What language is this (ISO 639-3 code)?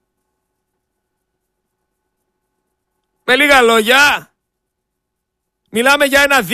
ell